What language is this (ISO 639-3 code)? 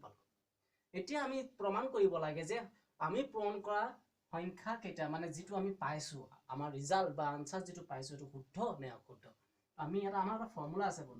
asm